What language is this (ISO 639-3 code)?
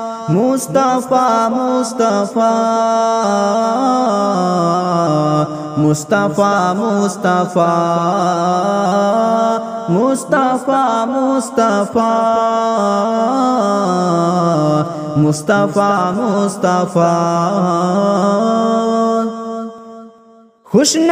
urd